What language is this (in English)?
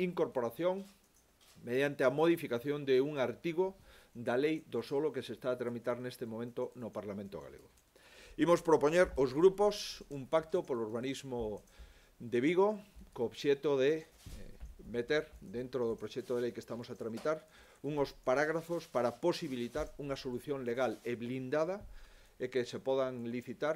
Galician